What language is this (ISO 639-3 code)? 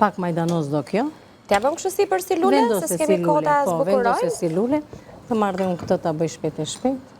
sqi